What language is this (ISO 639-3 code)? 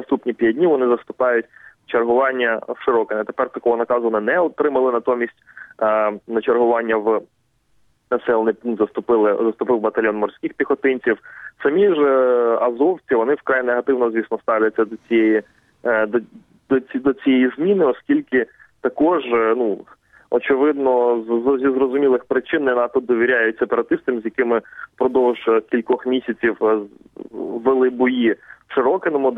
ukr